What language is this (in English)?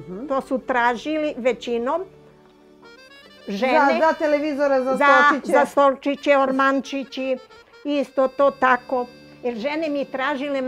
Serbian